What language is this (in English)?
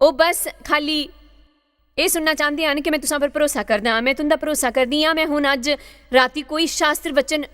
Dogri